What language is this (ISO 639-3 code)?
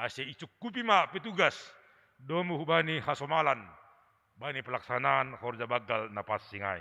bts